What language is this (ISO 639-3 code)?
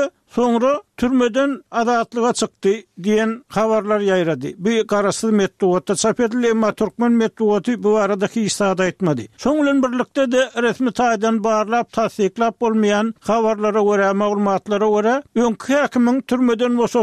tuk